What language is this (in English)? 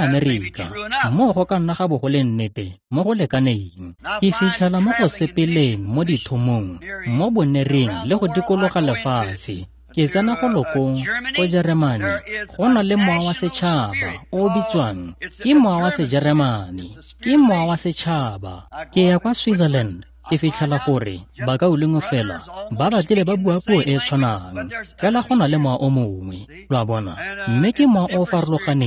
Tswana